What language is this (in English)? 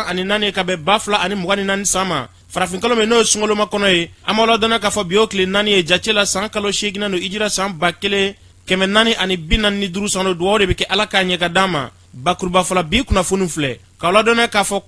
Bambara